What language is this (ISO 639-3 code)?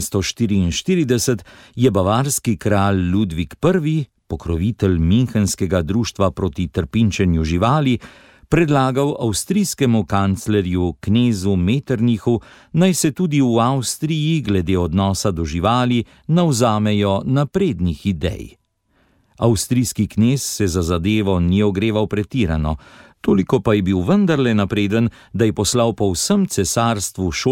slv